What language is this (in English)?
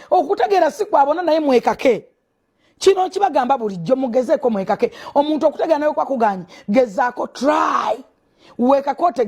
Ganda